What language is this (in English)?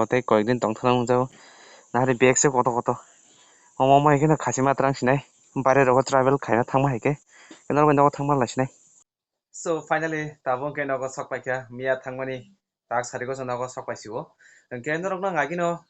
Kok Borok